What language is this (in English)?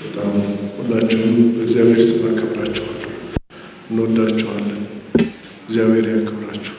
Amharic